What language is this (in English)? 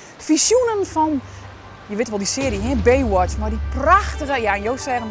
Western Frisian